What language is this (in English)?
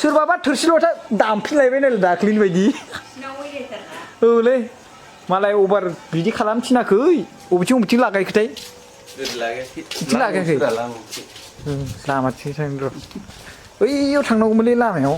Bodo